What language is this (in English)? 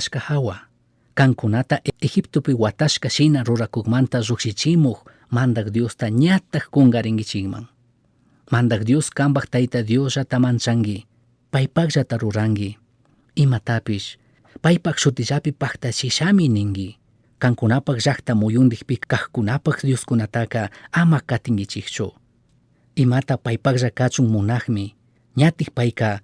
Chimborazo Highland Quichua